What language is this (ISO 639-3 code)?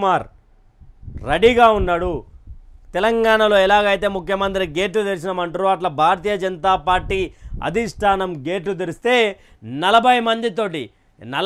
tel